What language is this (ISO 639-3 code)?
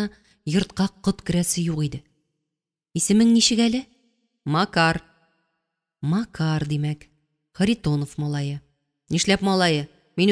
tat